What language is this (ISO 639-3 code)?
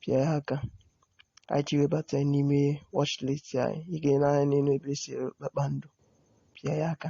ibo